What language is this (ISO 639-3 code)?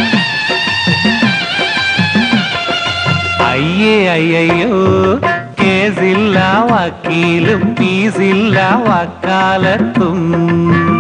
mal